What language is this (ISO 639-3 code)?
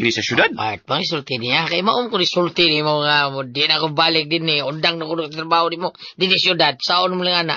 ceb